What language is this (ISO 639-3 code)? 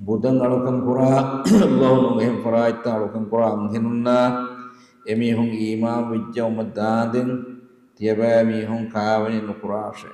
div